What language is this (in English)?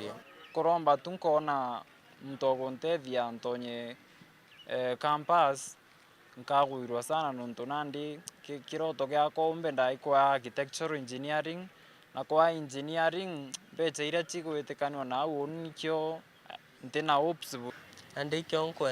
Meru